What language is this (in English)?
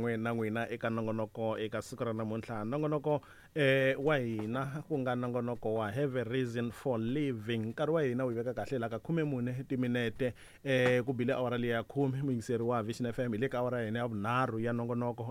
Tsonga